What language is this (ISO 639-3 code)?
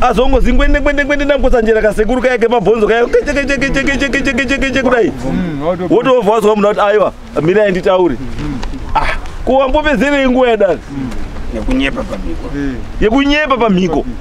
sna